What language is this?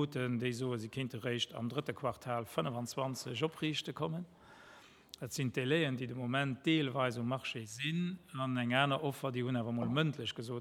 Luxembourgish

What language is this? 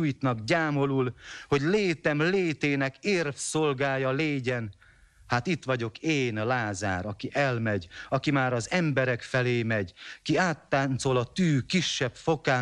Hungarian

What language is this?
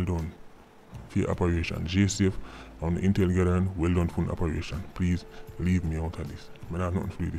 Jamaican Creole English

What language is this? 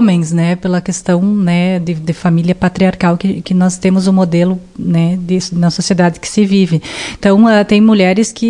Portuguese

